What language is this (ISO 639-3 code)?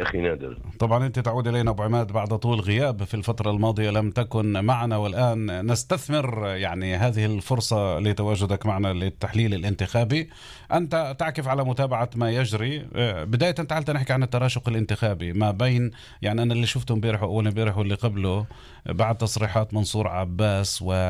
apc